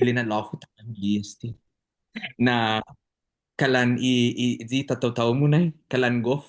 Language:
Chamorro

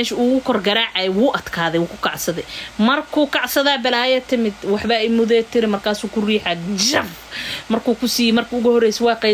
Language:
Somali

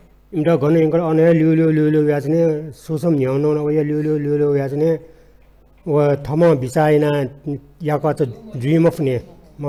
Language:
Newari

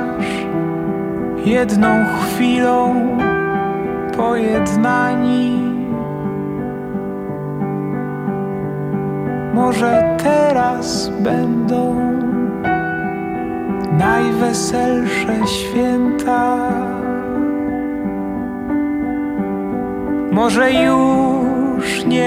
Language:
Polish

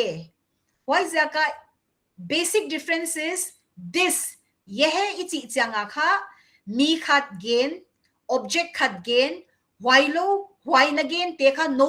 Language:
Paite Chin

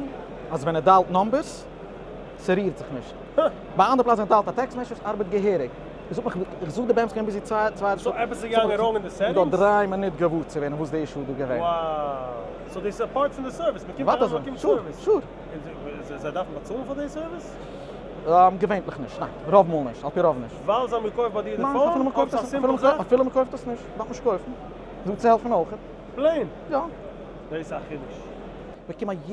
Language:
Yiddish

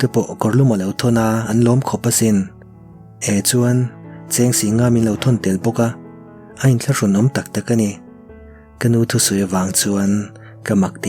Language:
Mizo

